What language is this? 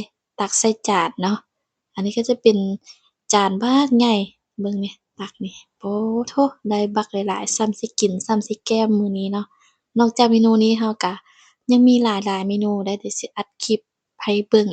Lao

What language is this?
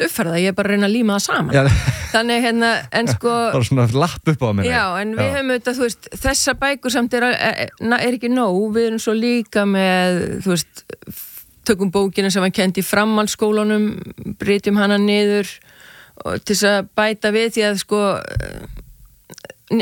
Icelandic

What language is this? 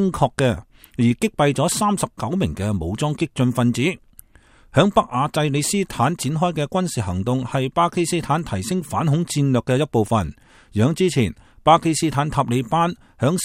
Cantonese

